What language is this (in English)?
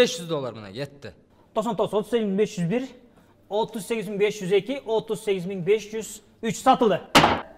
Kyrgyz